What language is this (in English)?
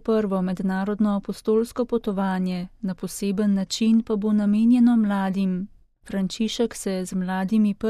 Slovenian